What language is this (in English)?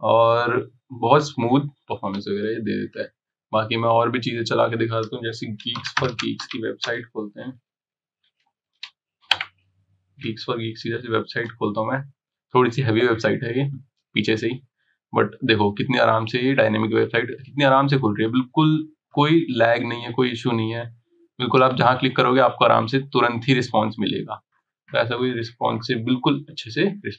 Hindi